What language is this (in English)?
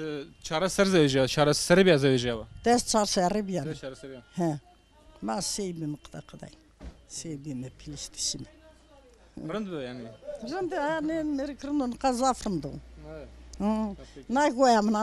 Zaza